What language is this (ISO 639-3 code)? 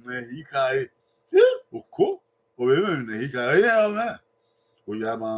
bin